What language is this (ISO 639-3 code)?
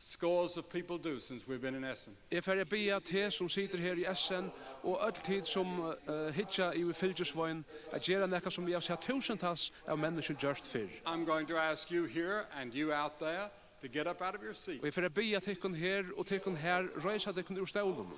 fao